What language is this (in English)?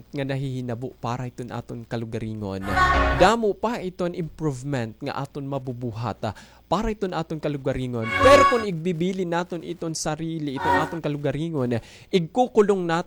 Waray